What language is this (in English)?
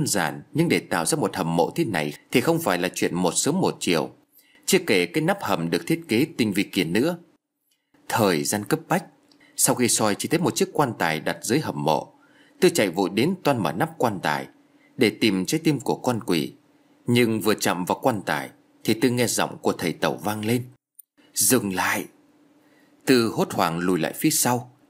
Vietnamese